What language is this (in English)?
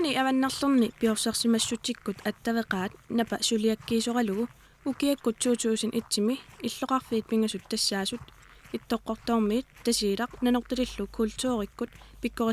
Kalaallisut